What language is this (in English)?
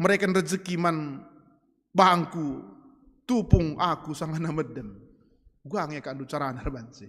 Batak Karo